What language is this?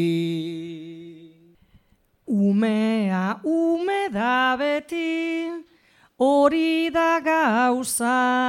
Basque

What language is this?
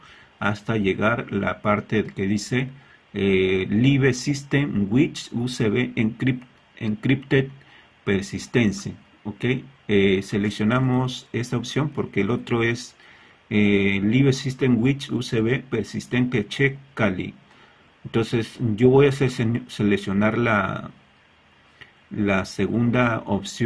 Spanish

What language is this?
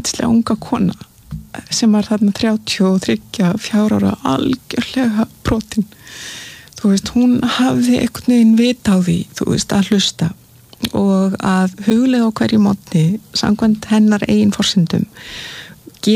Icelandic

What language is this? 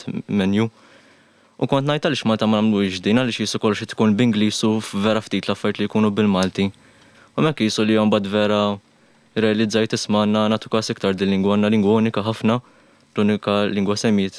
Maltese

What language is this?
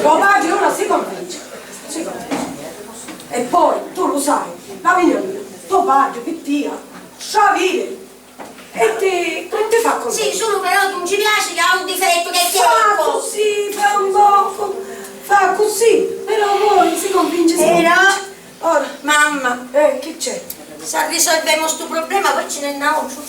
Sicilian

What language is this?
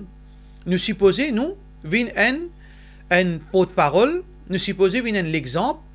Morisyen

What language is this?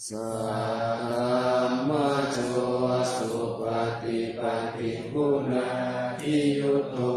Pali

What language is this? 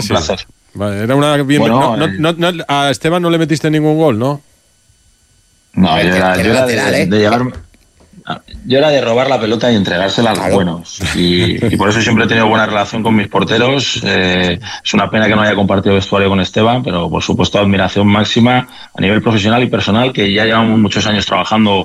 Spanish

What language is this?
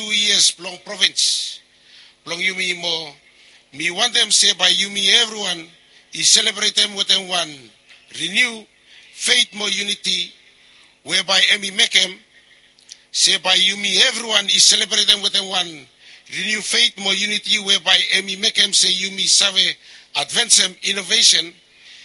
Bislama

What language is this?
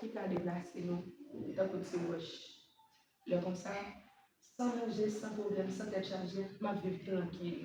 Haitian Creole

